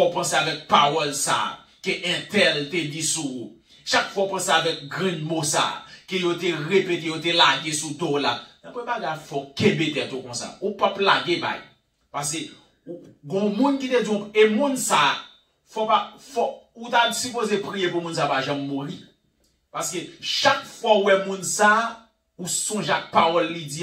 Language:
Haitian Creole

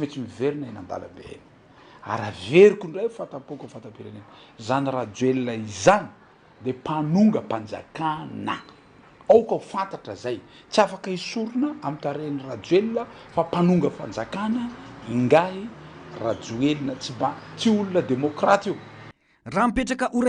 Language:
Malagasy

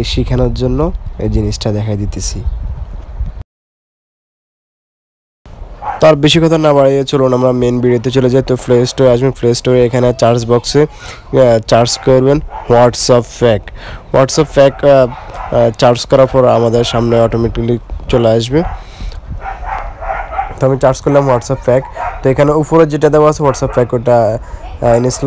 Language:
Bangla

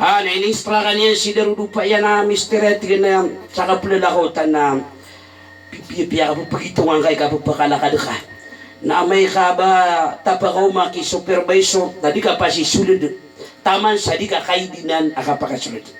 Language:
Maranao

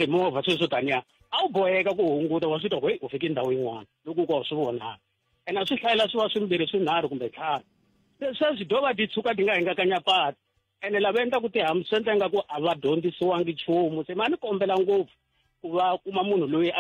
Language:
Tsonga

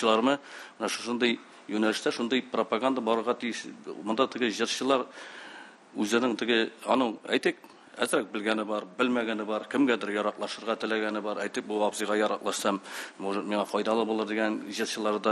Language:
Tatar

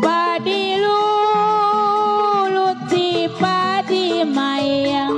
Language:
Betawi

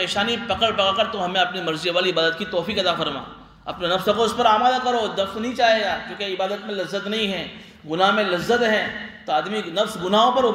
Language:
Urdu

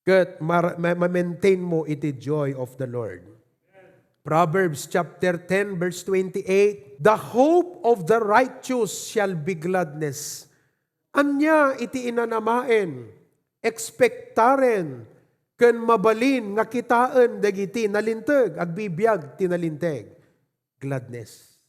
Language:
Iloko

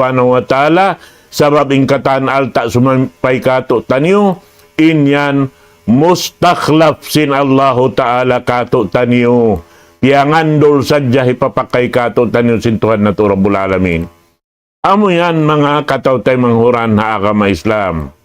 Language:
Tausug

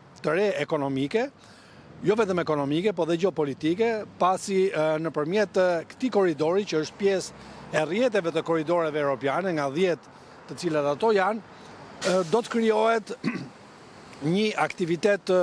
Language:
Albanian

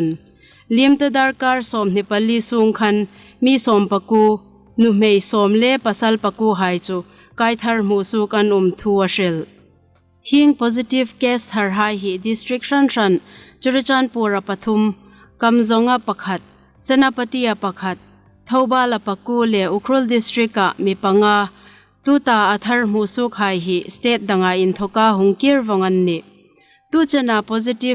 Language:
Hmar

